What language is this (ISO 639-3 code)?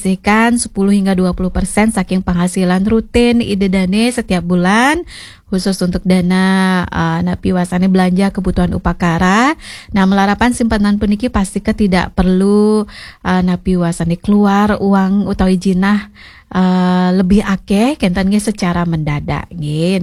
ban